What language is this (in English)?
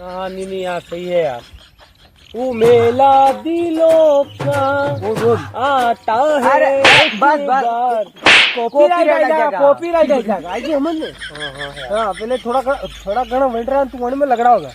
Rajasthani